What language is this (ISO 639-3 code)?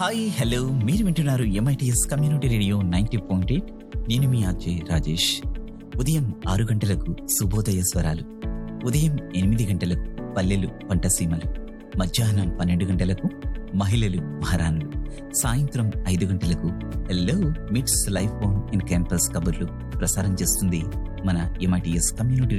tel